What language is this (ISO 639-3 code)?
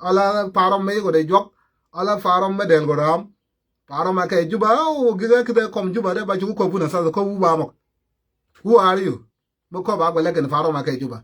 nus